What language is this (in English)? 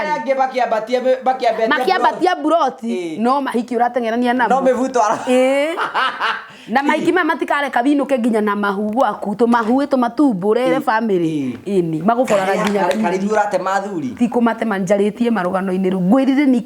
Kikuyu